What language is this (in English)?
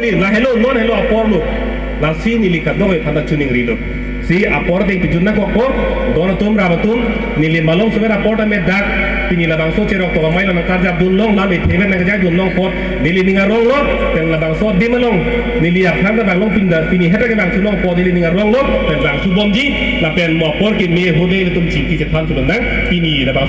Karbi